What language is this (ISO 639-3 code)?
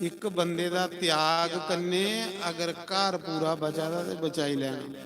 doi